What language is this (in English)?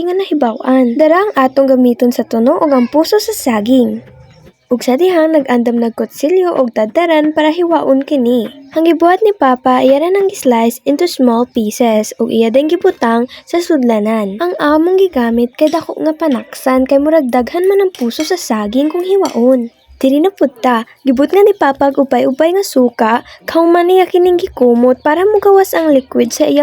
Cebuano